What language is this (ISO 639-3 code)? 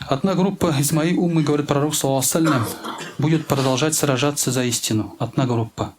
tat